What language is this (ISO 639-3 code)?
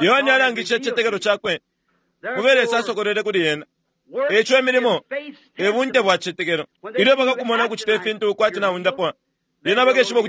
bem